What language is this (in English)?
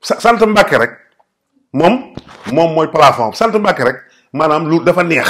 Wolof